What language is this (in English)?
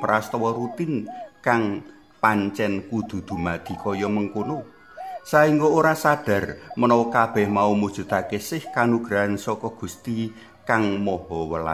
Javanese